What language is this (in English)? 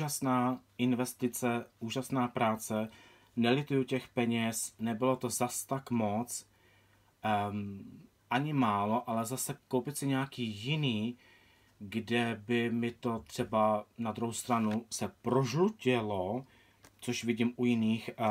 Czech